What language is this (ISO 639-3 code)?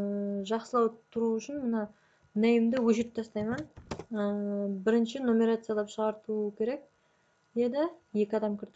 kaa